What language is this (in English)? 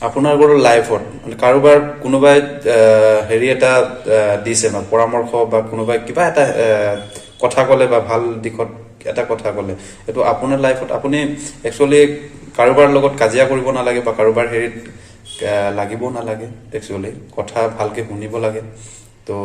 Assamese